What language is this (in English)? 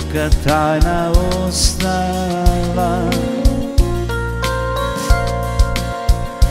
Serbian